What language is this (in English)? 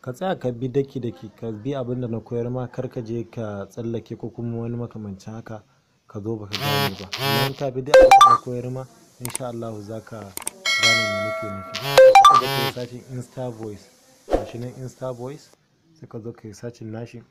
Hausa